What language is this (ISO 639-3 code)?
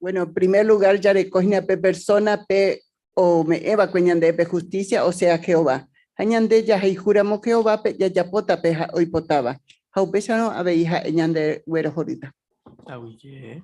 grn